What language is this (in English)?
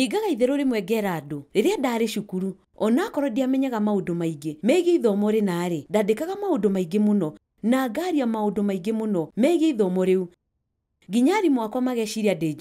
Kikuyu